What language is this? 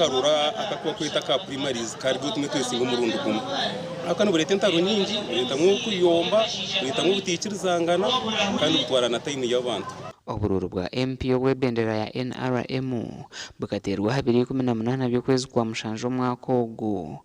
Nyankole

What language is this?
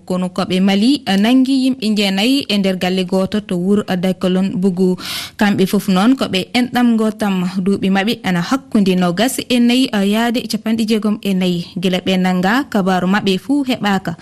Fula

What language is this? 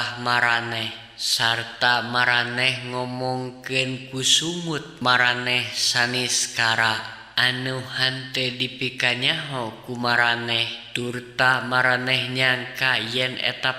Sundanese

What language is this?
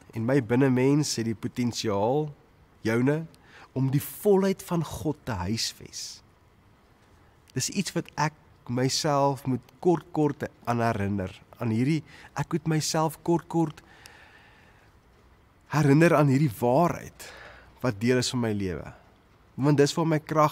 Afrikaans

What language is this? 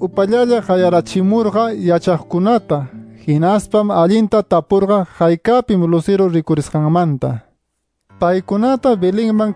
Quechua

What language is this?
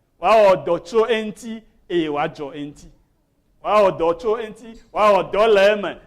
Ewe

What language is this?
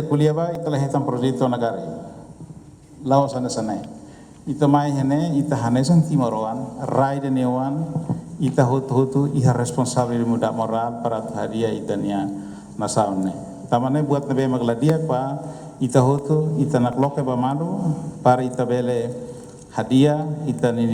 Tetum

